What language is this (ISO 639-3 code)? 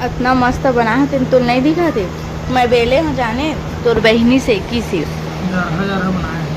hne